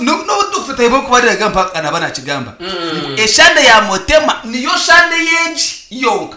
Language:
Nyankole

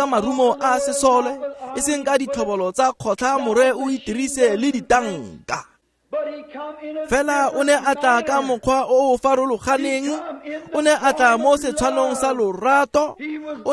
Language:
Tswana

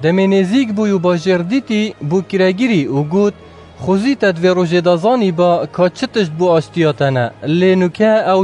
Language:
Kurdish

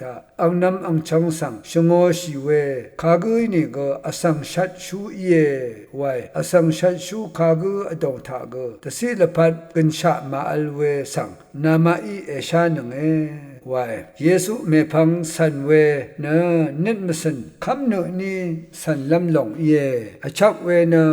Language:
Rawang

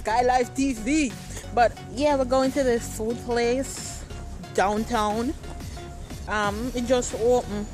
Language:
Jamaican Creole English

